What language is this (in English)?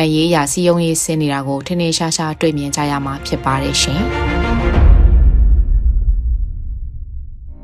Burmese